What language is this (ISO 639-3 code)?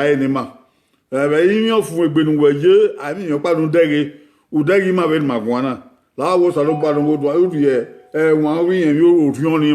bin